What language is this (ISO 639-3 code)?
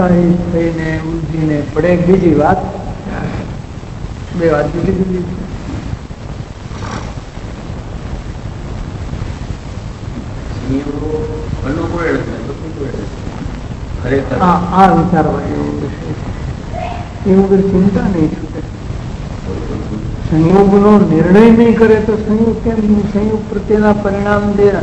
guj